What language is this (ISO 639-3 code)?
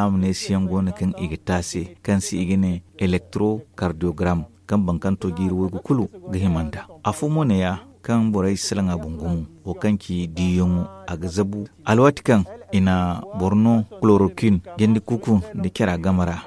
dje